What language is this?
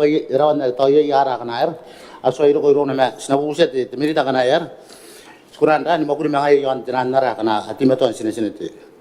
Gilbertese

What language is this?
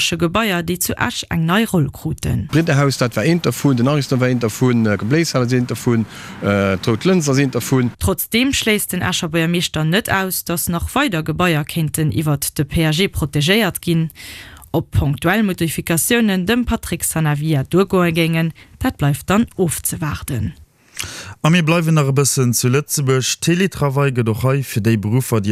Luxembourgish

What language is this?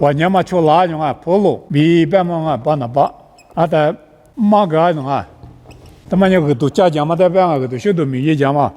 Lisu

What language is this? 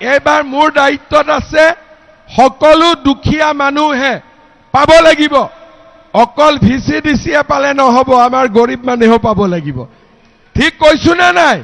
Assamese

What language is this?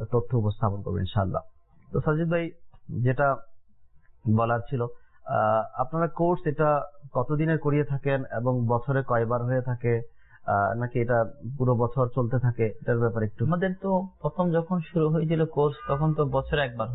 Bangla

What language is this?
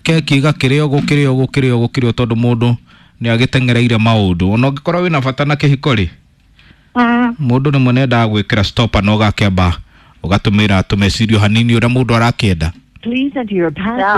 Kikuyu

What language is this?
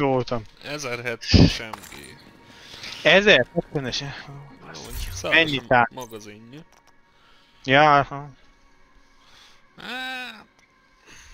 Hungarian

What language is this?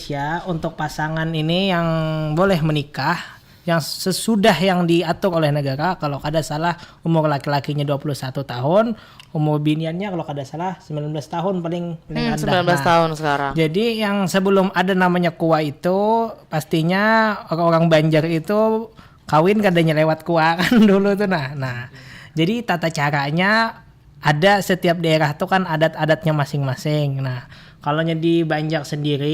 Banjar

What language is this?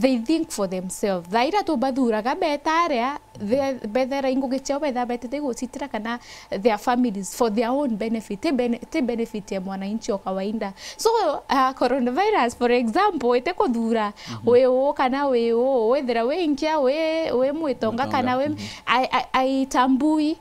Meru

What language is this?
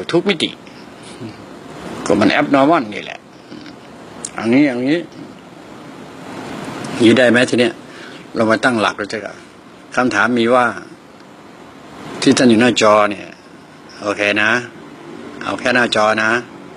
Thai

